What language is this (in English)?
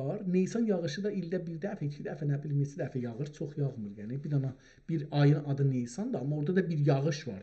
South Azerbaijani